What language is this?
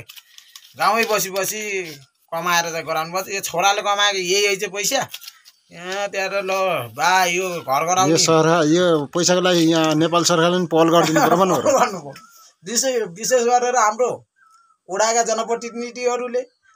Nepali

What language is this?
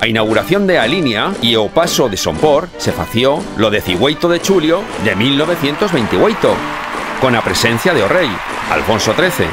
Aragonese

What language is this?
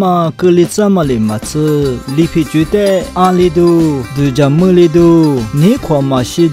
Lisu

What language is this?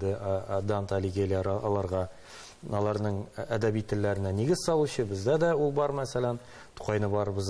Tatar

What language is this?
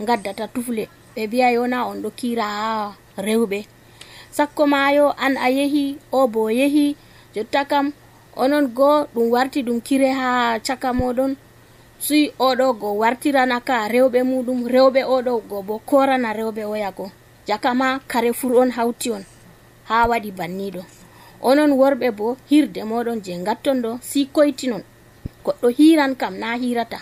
Nigerian Fulfulde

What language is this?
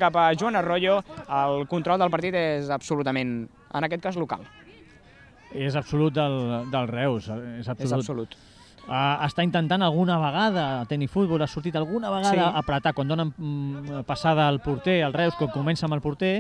Catalan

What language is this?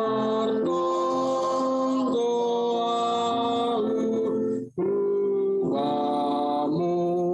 Batak Simalungun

